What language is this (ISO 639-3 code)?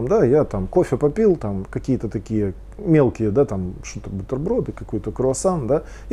rus